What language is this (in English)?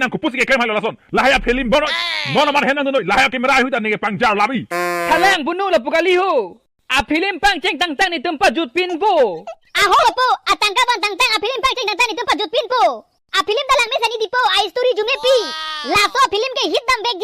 Karbi